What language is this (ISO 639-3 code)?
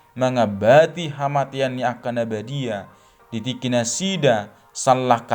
bbc